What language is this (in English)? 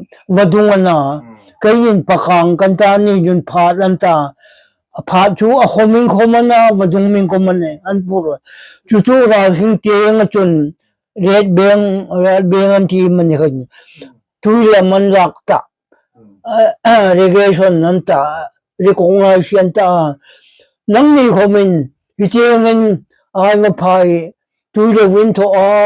Hmar